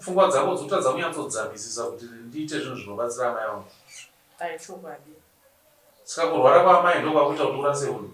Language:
Shona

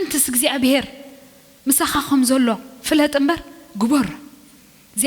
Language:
Tigrinya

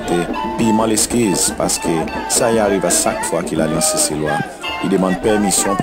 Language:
Seselwa Creole French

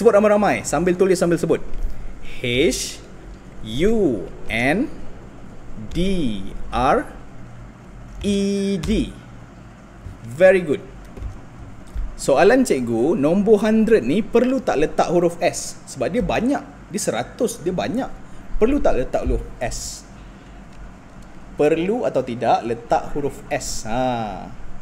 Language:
Malay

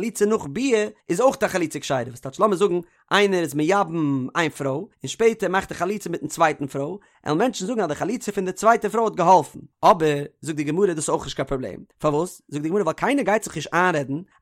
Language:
Yiddish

